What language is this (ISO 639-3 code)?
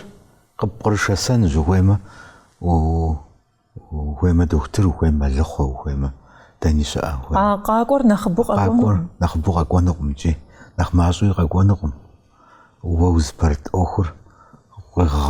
kbd